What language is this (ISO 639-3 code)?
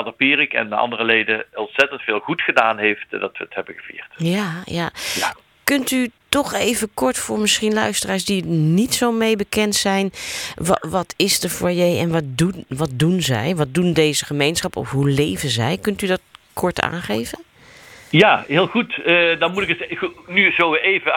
nld